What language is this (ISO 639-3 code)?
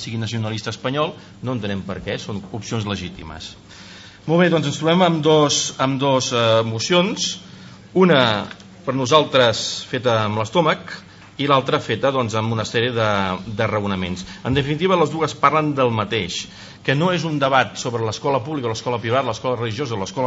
cat